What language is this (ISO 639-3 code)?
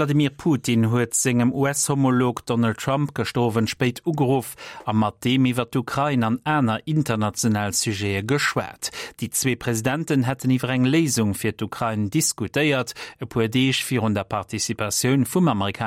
ltz